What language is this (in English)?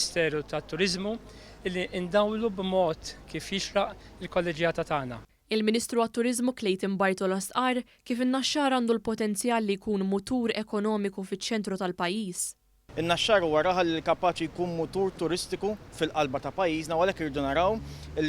Maltese